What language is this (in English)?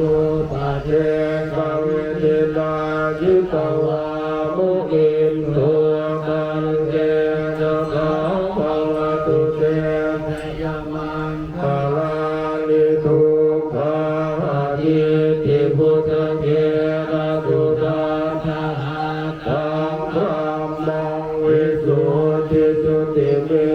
Pali